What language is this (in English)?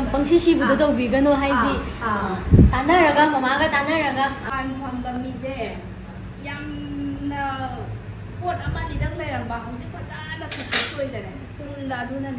Manipuri